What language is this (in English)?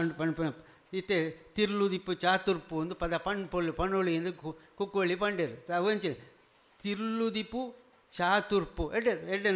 Tulu